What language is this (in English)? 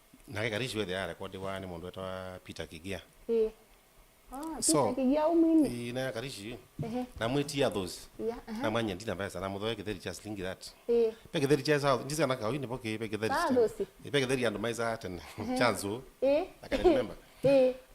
Kamba